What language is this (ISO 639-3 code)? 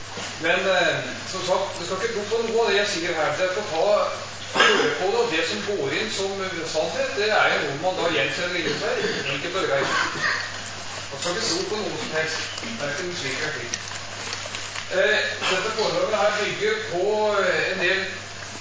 nor